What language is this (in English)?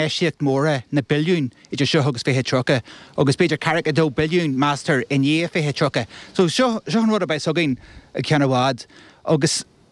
Irish